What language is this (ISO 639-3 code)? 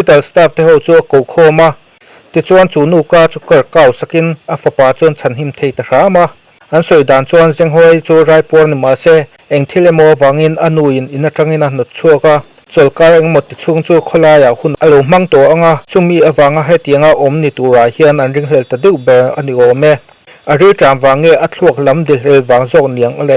lus